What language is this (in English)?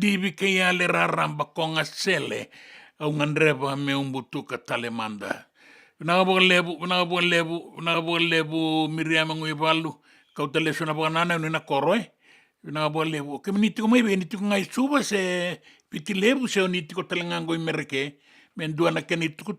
Fijian